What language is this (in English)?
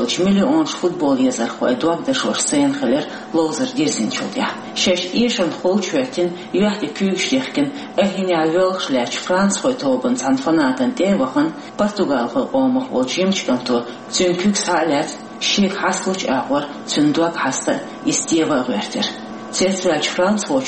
Chechen